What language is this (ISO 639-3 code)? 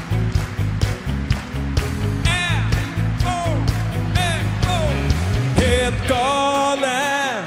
swe